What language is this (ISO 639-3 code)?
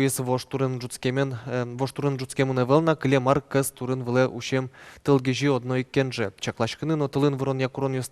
udm